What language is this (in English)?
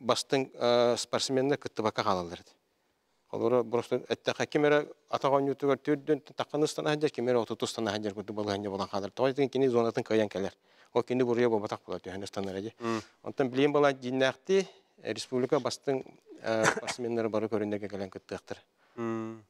Yakut